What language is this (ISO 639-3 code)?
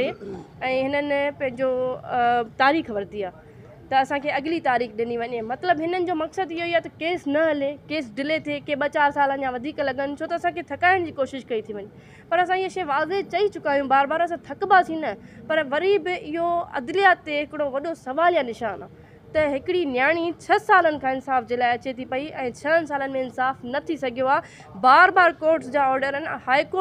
snd